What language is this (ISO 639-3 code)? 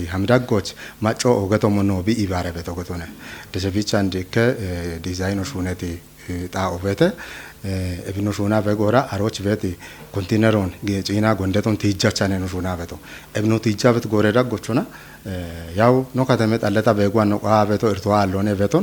kbr